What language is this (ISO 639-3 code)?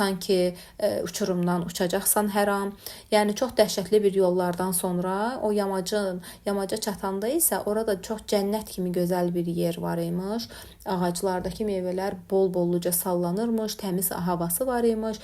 aze